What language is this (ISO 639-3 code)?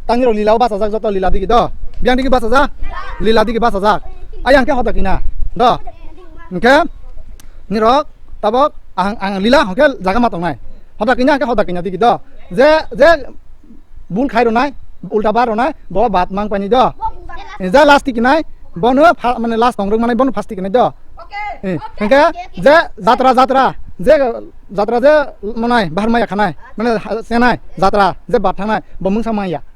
trp